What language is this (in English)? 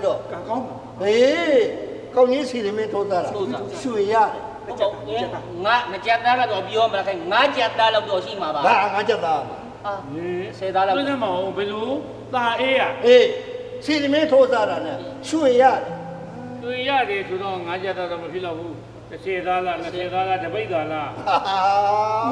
Burmese